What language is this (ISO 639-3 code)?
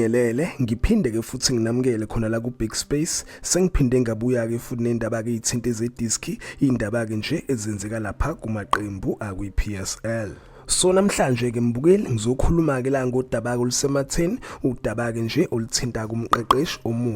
zul